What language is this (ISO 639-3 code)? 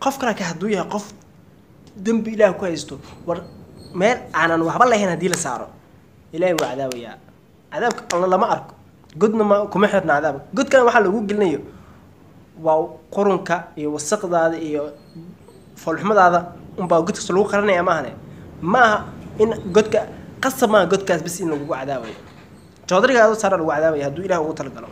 som